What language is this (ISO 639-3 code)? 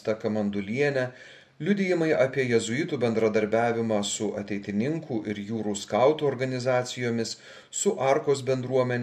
lit